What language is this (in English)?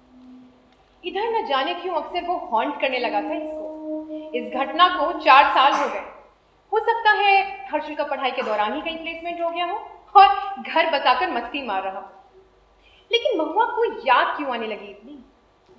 Hindi